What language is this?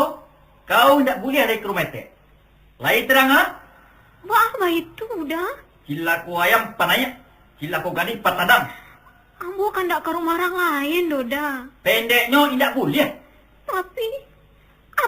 Minangkabau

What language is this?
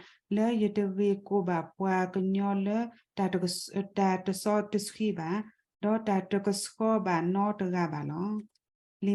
S'gaw Karen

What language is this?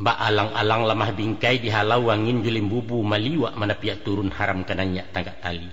Minangkabau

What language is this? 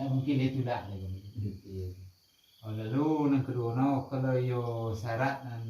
Minangkabau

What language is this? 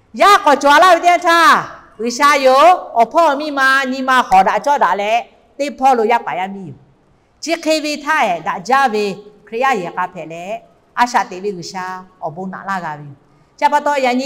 Lahu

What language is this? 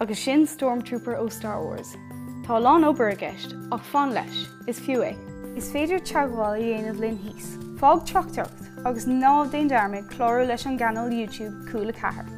Irish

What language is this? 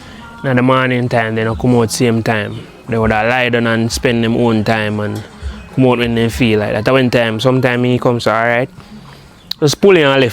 Jamaican Creole English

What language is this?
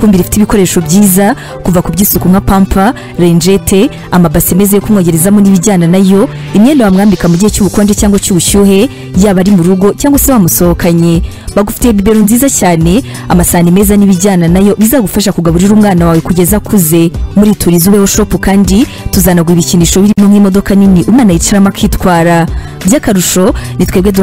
Kinyarwanda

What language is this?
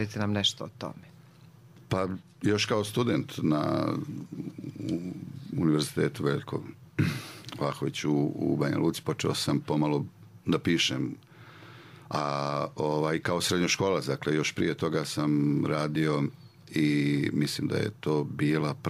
Serbian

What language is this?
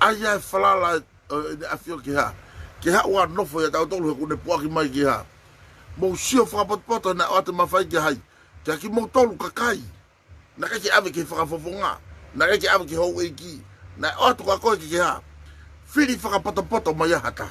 Tongan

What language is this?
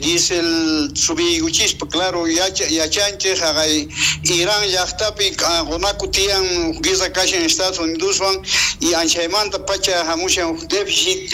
South Bolivian Quechua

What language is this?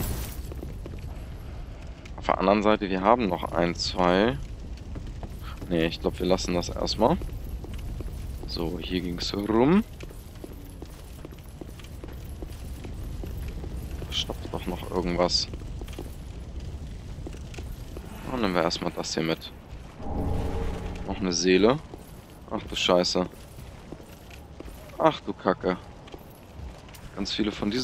German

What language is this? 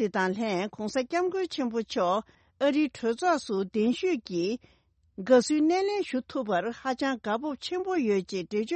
Tibetan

